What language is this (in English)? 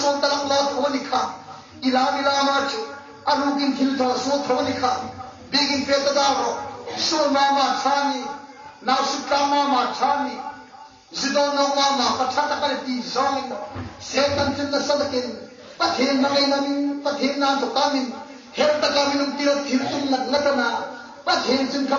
Hmar